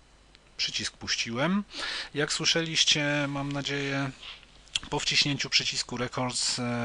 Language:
Polish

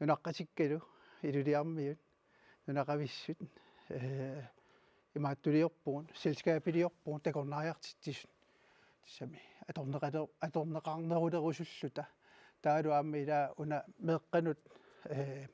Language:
Kalaallisut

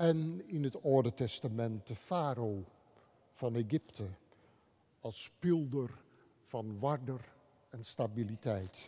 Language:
Western Frisian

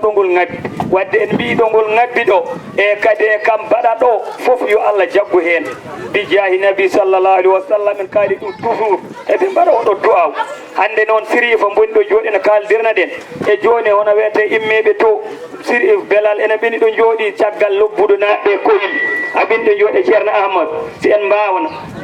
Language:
Fula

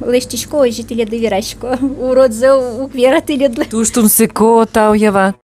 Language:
Udmurt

